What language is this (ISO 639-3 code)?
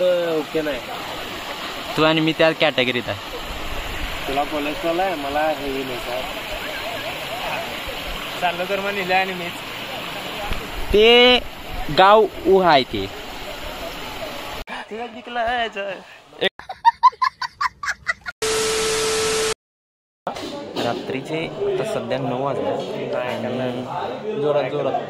mar